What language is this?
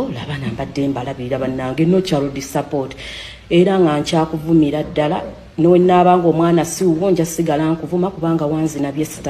Ganda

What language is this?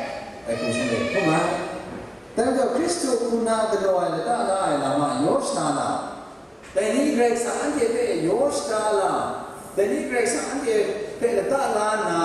Kachin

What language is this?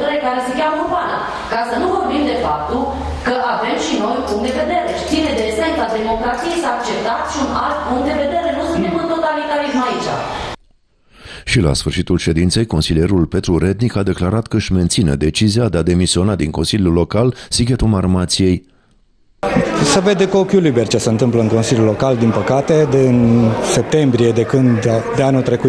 Romanian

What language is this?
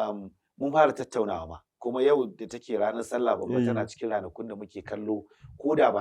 Hausa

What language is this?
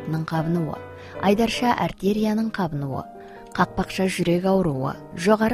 Kazakh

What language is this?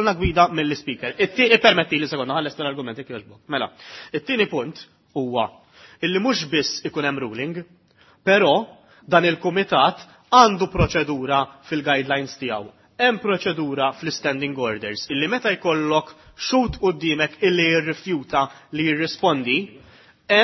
Maltese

